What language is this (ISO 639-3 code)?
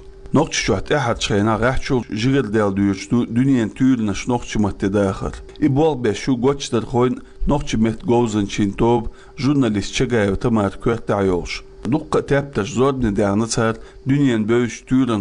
che